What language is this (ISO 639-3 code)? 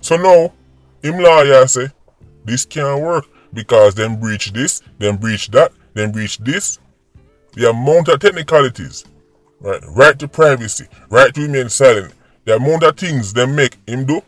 jam